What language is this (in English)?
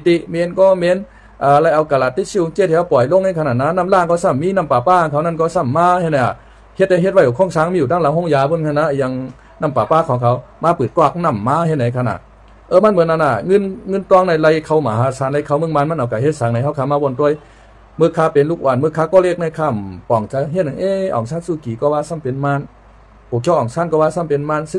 Shan